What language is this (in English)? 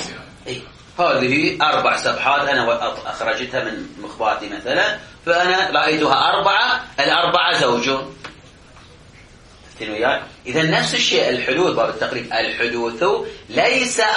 Arabic